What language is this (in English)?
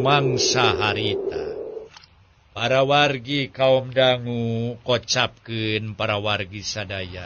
Sundanese